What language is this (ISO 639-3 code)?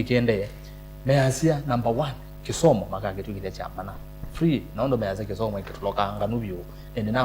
kam